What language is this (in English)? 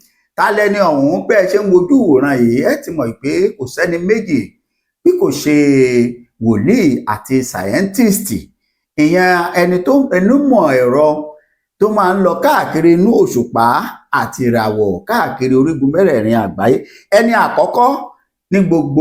Yoruba